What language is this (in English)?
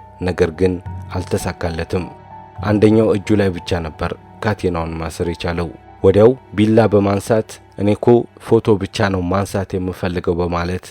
Amharic